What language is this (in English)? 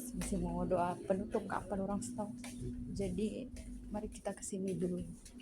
Manado Malay